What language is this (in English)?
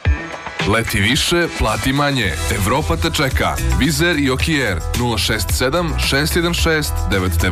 Serbian